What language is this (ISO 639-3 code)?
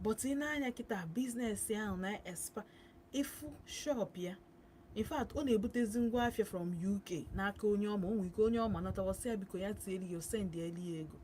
ibo